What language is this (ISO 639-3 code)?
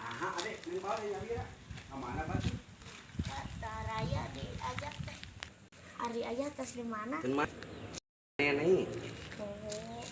sun